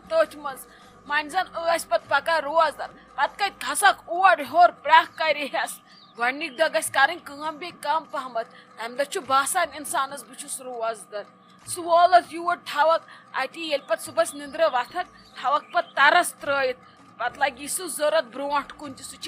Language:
Kashmiri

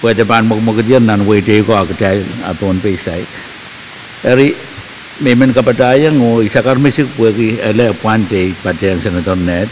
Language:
Pohnpeian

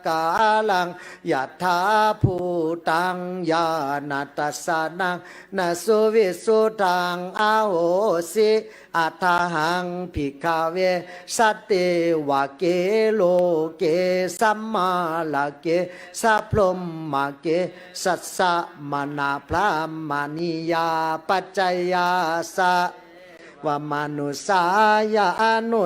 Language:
Pali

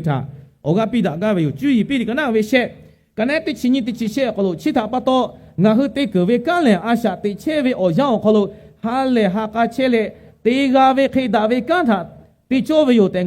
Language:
Lahu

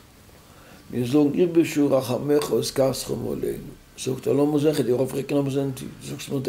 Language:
Yiddish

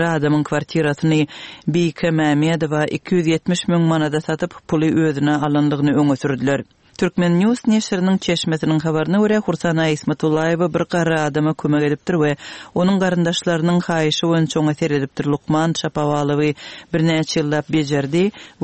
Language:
Turkmen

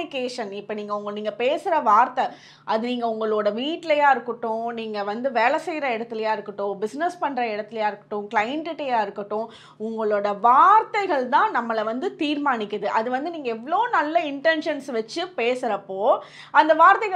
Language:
Tamil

